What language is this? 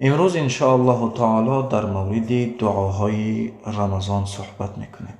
Tajik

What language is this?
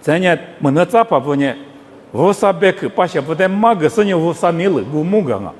Lisu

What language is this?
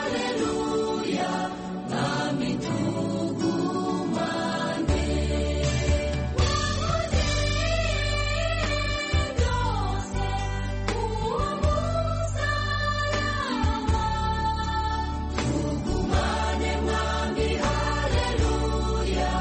Kinyarwanda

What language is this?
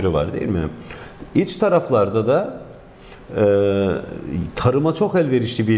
Turkish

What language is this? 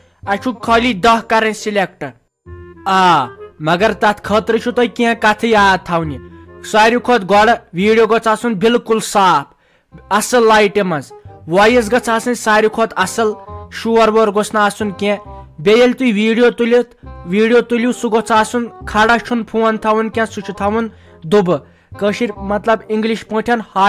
Kashmiri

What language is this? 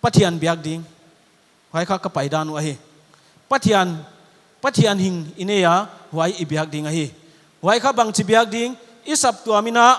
Paite Chin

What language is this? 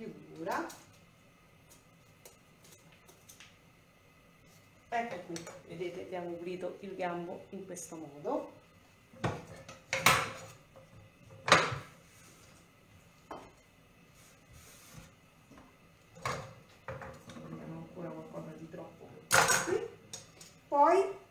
Italian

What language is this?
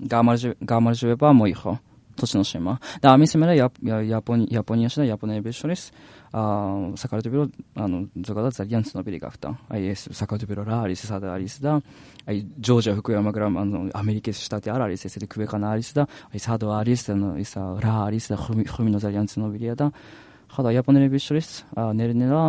Georgian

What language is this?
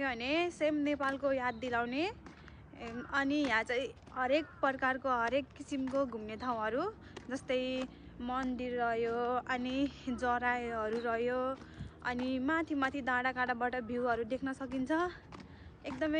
Nepali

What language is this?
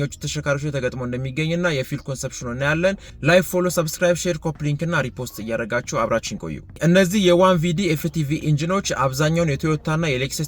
Amharic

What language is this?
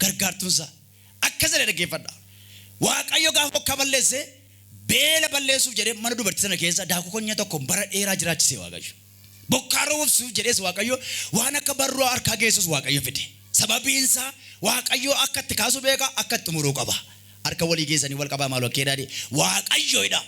Oromo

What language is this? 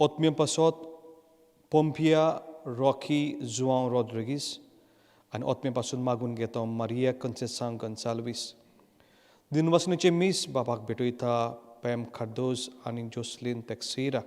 Konkani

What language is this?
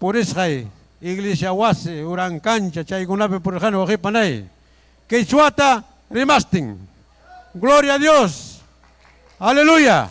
Ayacucho Quechua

